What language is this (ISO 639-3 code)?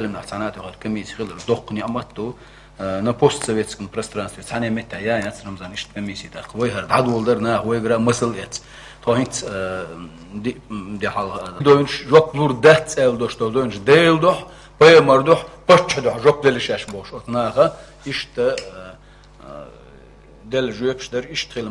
che